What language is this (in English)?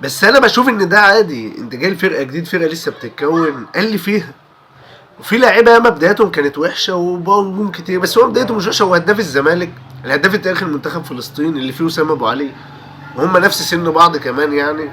Egyptian Arabic